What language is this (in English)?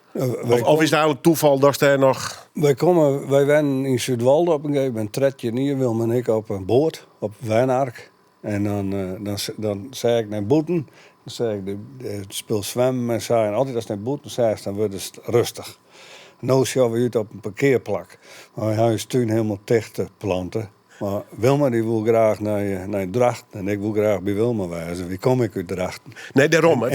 Western Frisian